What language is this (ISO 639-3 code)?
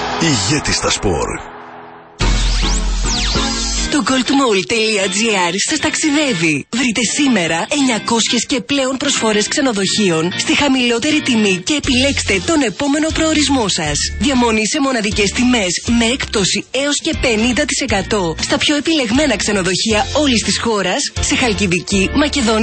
ell